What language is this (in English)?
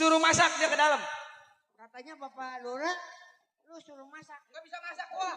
Betawi